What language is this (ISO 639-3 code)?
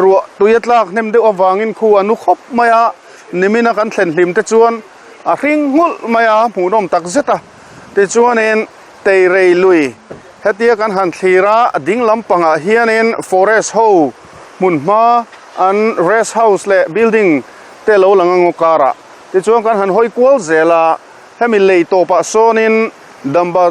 lus